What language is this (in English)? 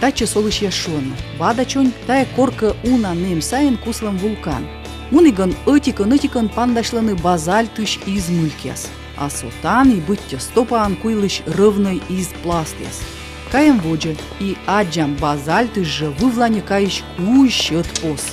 Komi